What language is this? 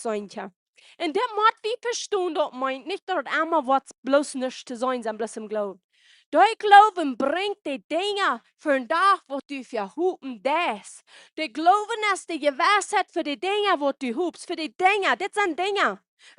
Plautdietsch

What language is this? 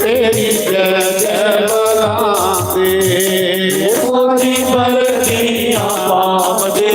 Dogri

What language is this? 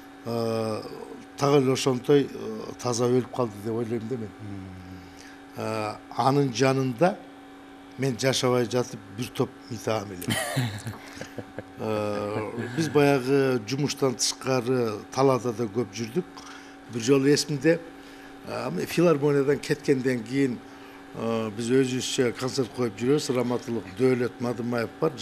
Kyrgyz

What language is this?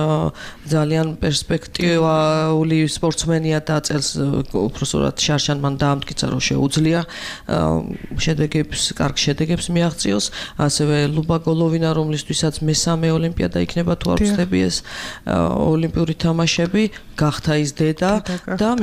Georgian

